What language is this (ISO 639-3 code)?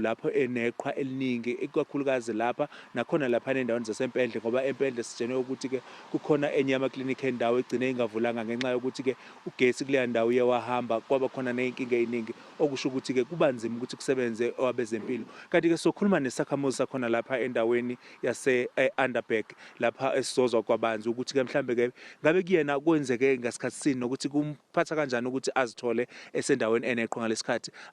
zul